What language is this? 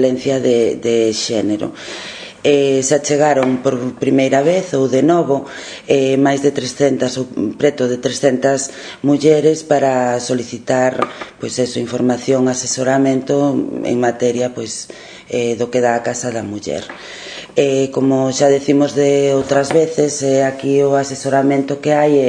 Galician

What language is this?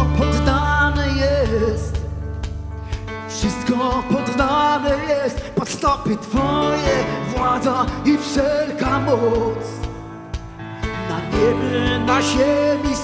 Polish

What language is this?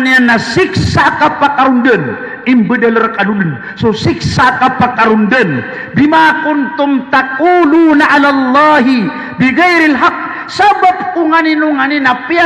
Maranao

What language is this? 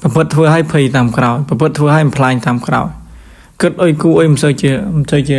Khmer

